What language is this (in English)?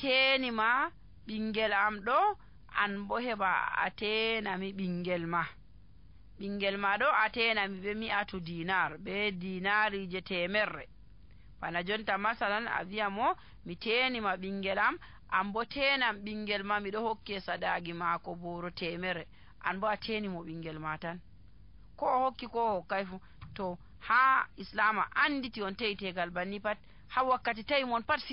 Nigerian Fulfulde